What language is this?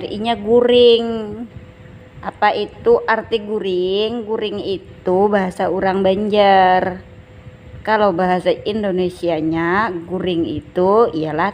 Banjar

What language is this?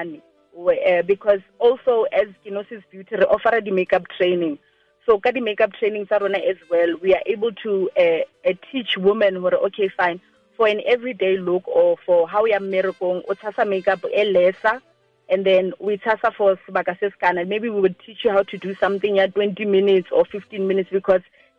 Tswana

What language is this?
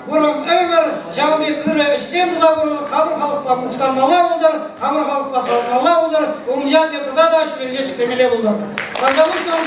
Chuvash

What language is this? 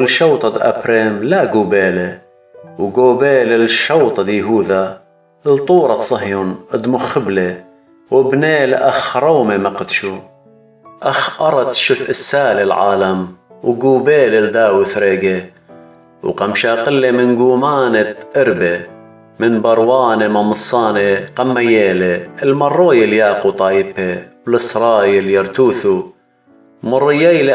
Assyrian Neo-Aramaic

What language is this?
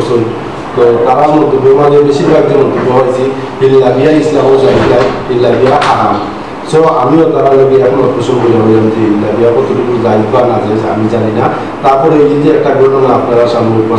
Sylheti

